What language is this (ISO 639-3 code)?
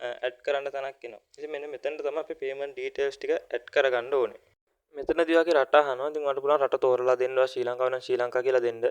sin